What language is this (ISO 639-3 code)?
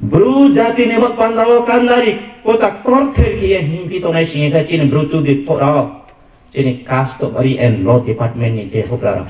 ria